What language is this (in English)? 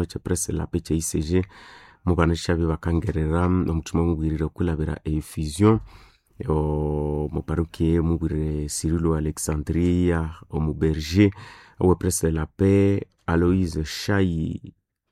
Nande